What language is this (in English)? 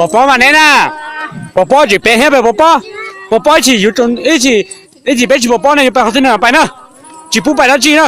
Hmong